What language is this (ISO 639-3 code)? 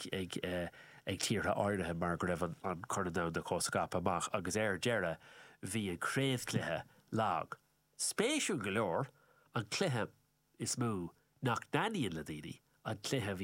gle